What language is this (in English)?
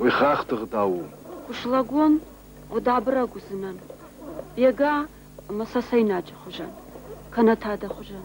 Ossetic